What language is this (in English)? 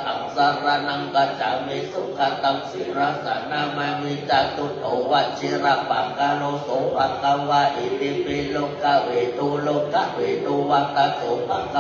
Pali